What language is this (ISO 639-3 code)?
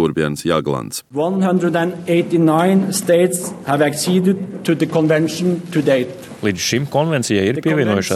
lav